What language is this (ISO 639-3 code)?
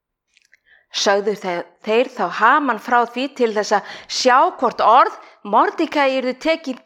isl